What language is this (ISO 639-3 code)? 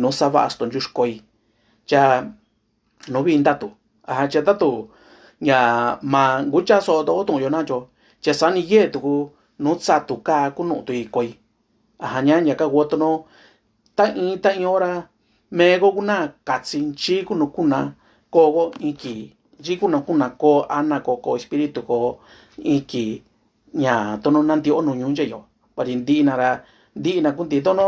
mix